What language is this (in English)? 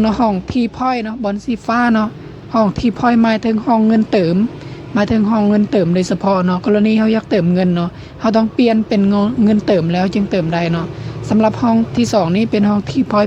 Lao